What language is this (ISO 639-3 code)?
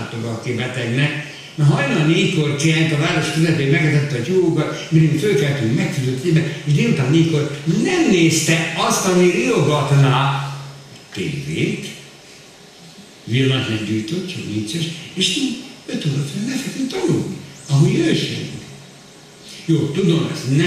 hun